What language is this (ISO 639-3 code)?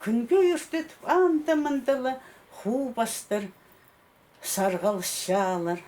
kjh